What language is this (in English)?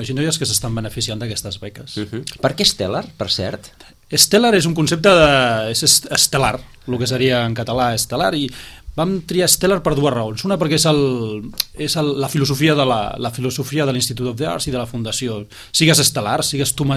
Catalan